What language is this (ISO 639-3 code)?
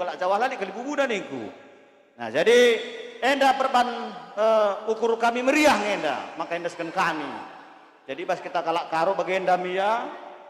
btx